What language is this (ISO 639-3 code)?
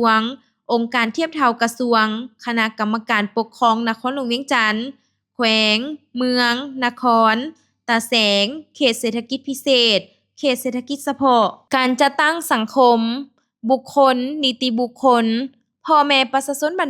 lao